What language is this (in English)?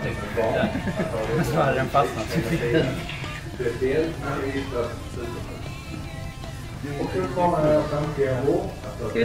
Swedish